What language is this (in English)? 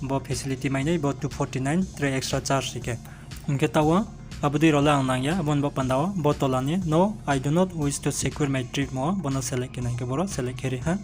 Riang (India)